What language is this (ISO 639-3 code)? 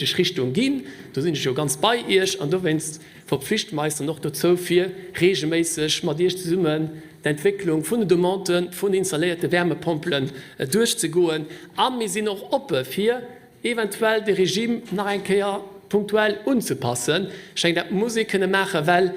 ltz